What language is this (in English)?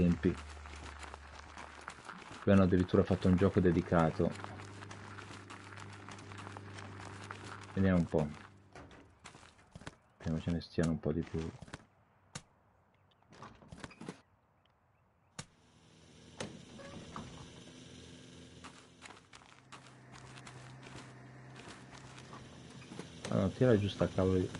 Italian